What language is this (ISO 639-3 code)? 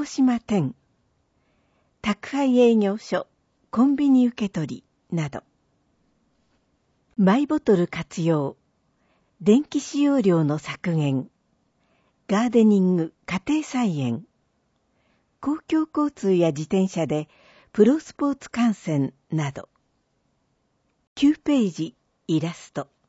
jpn